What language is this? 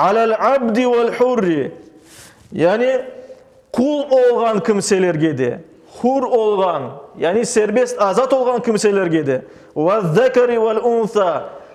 Crimean Tatar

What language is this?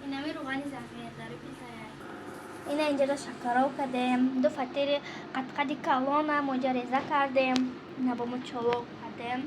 Tajik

